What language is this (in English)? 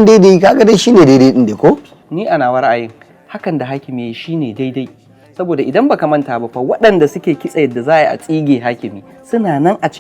Hausa